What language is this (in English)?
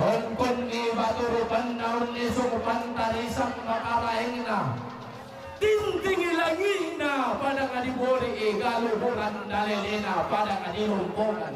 Toraja-Sa'dan